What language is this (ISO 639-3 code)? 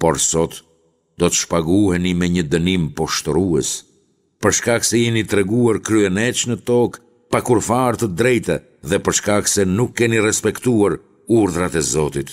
sqi